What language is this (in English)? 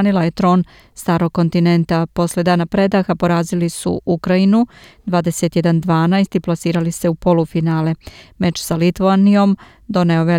Serbian